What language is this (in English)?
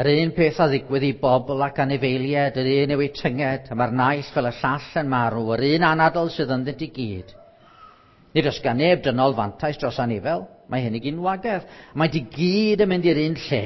Welsh